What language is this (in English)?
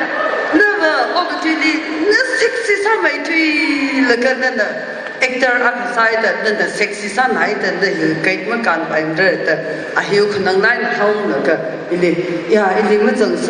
Tangkhul Naga (India)